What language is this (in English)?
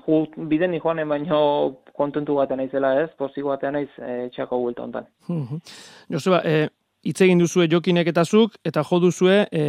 Basque